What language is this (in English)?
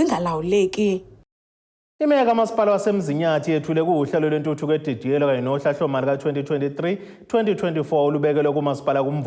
Zulu